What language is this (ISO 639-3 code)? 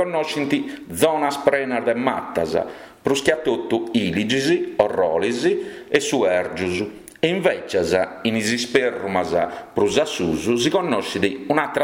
srd